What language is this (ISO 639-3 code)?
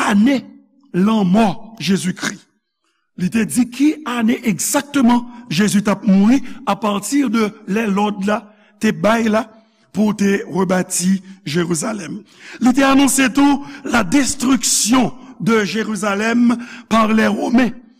hat